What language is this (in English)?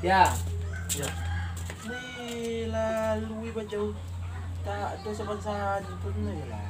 Minangkabau